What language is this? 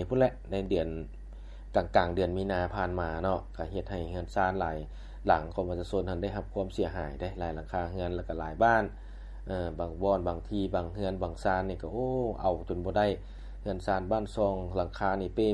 Lao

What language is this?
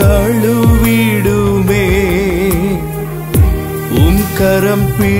Tamil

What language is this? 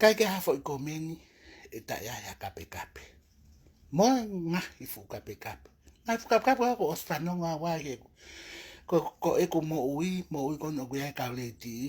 Tongan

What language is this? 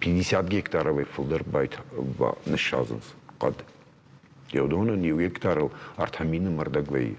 Ossetic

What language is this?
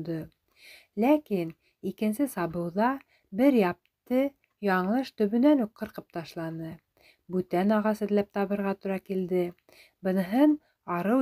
Bashkir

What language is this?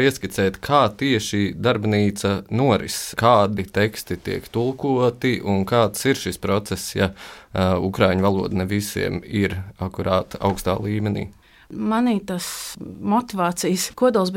Latvian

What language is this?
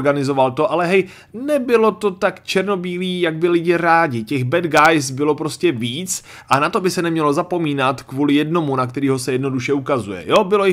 Czech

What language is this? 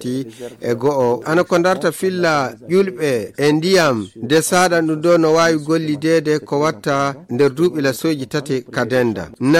Fula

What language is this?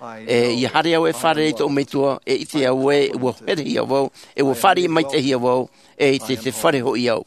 Tahitian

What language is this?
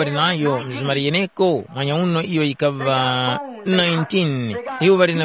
Tumbuka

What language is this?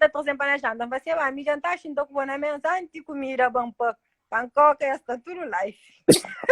Kabuverdianu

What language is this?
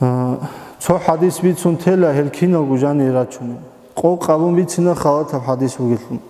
Avaric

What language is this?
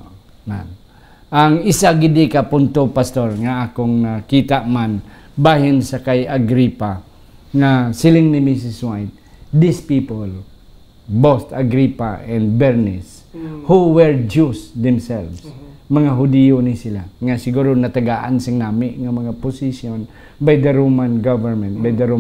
Hiligaynon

